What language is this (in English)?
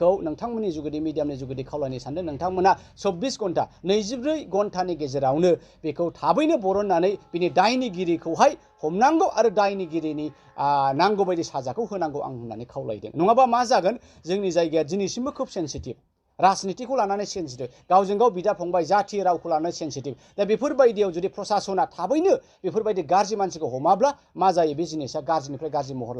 Bodo